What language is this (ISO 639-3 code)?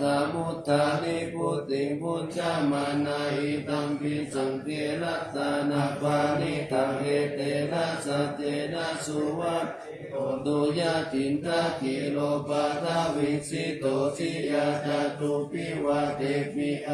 pli